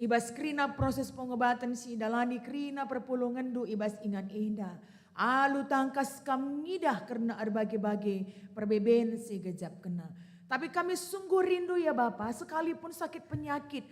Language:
Batak Karo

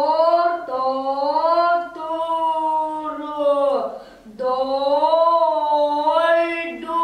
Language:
Yakut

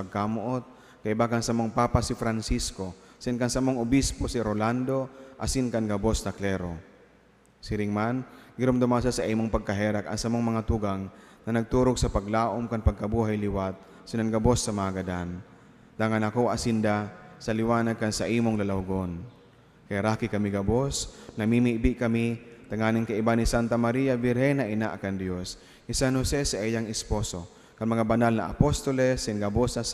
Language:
Bikol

